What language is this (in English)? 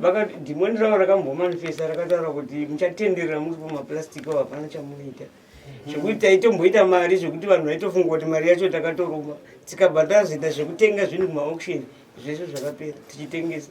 Shona